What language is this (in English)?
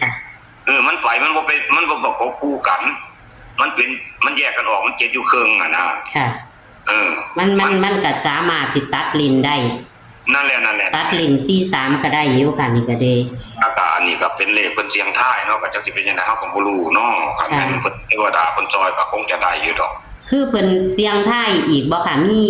Northeastern Thai